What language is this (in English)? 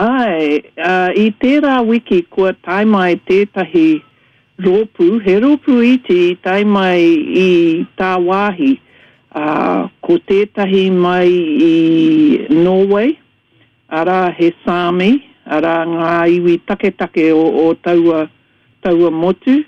Māori